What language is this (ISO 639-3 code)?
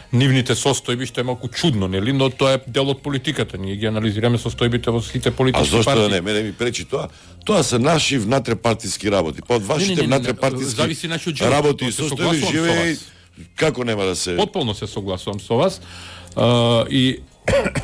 mkd